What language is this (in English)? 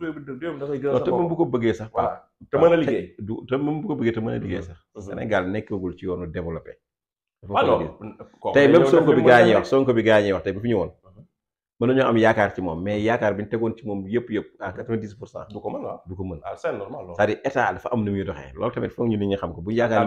Wolof